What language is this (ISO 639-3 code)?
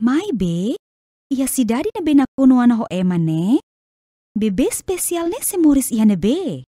tet